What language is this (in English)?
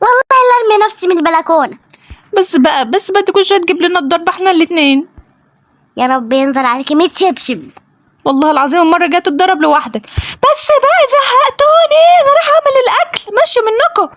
Egyptian Arabic